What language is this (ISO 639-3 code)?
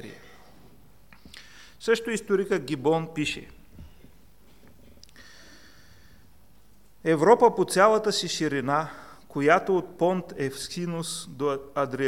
bul